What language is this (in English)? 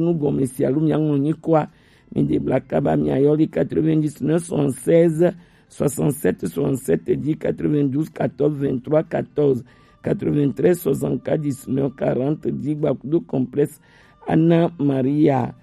Gen